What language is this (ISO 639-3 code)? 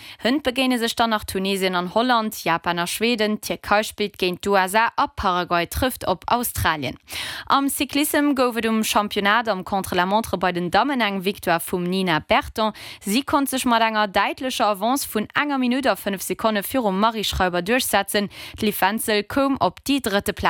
ltz